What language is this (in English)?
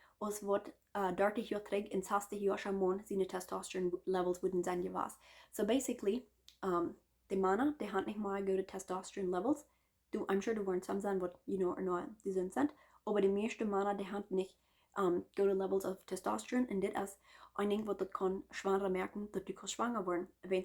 Plautdietsch